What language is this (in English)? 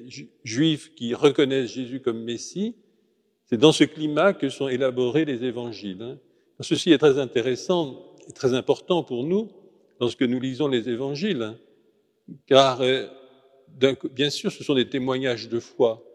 French